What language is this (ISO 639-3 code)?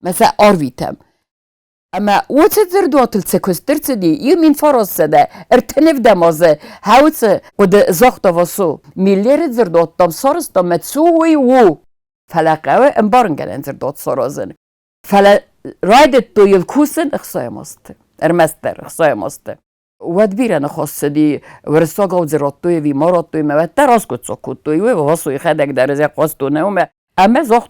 oss